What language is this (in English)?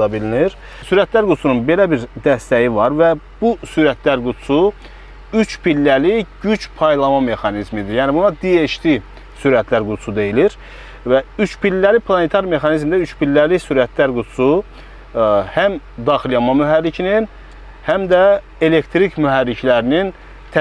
Azerbaijani